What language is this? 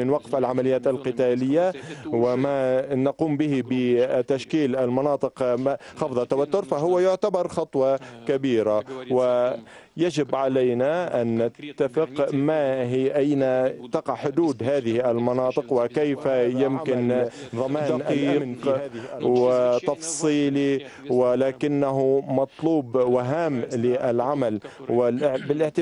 Arabic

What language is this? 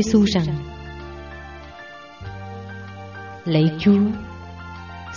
Vietnamese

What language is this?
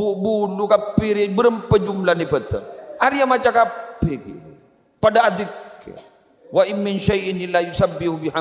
Madurese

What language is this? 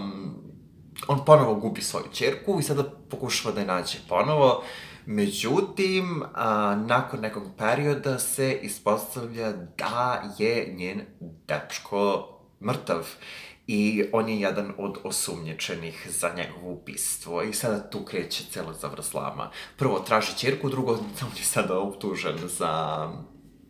Serbian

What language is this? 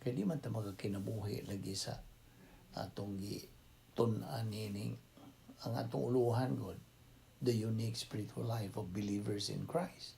Cebuano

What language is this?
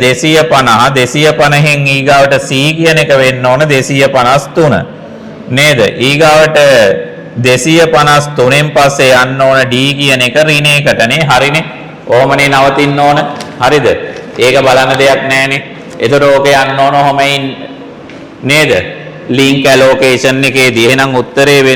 Sinhala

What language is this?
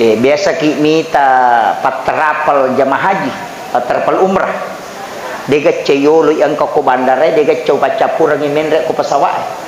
Buginese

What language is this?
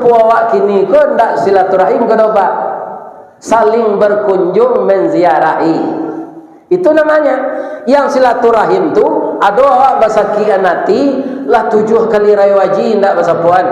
Minangkabau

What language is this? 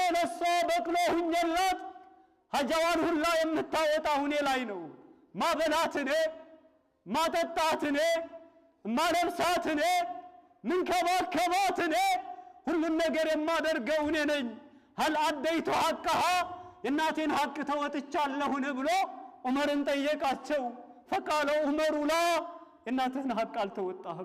Amharic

